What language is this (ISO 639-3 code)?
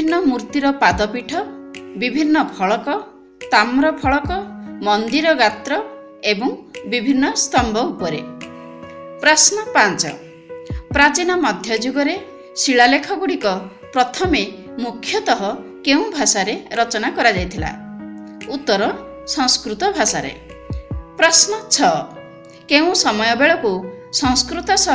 ori